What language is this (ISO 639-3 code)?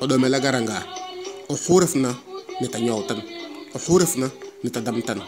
srr